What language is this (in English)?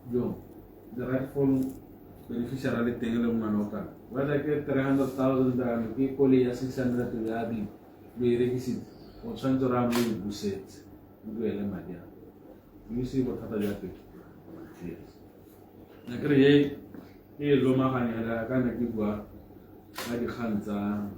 Tswana